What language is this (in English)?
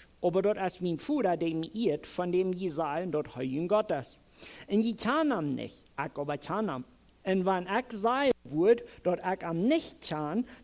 Plautdietsch